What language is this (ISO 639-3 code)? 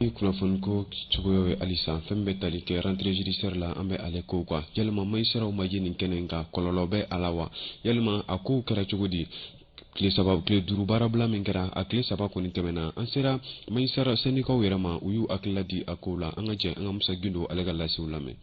bam